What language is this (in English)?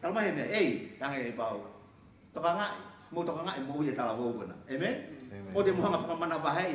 Tongan